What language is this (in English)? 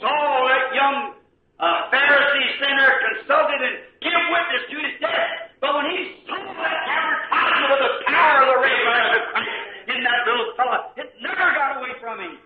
Bemba